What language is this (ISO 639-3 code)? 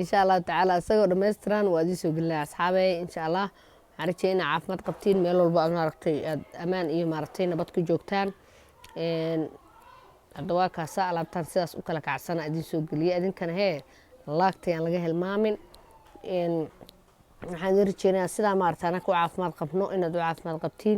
som